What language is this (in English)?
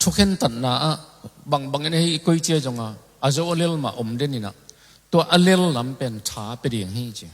Tedim Chin